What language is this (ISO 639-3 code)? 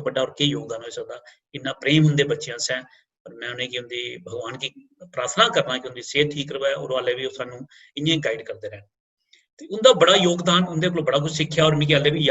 doi